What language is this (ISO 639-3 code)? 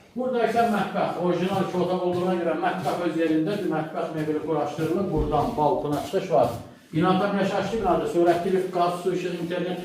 aze